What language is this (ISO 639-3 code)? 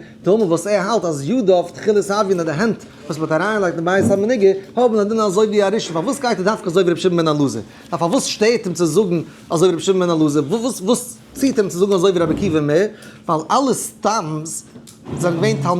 yid